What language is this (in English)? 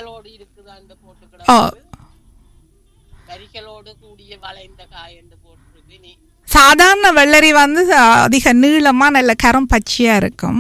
Tamil